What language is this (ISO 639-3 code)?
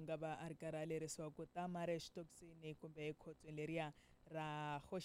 tso